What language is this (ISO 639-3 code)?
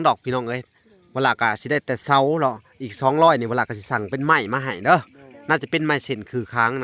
lao